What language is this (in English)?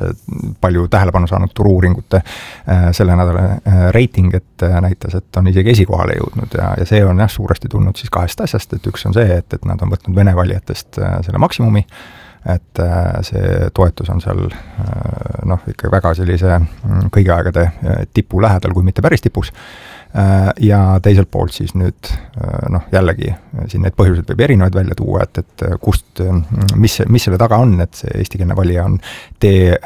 Estonian